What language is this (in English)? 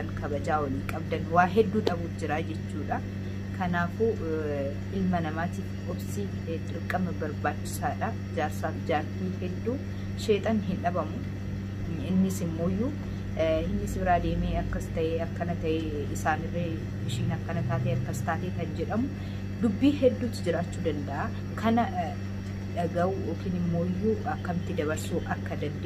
Oromo